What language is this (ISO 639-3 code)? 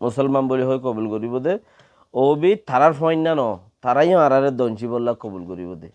rhg